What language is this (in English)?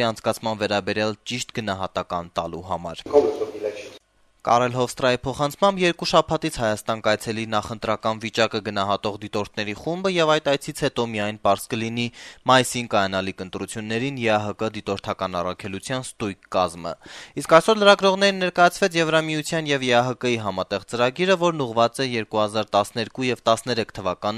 Armenian